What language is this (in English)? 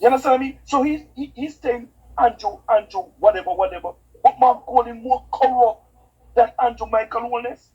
Jamaican Creole English